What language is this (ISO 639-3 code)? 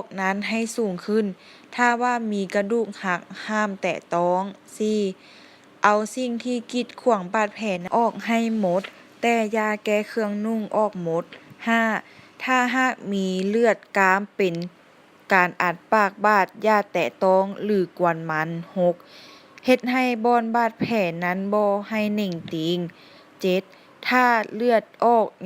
lao